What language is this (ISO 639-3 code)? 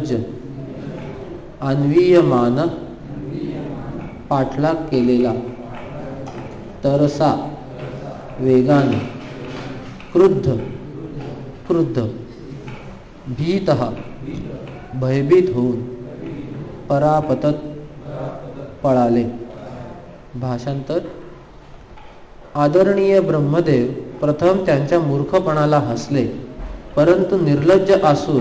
mar